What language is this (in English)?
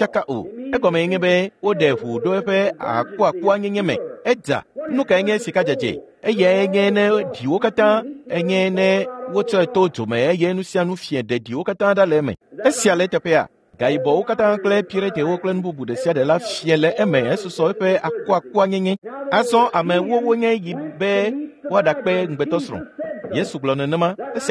Ewe